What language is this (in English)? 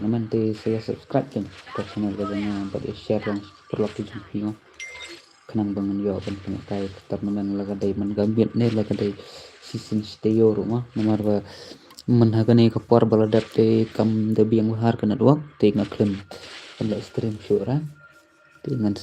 Khasi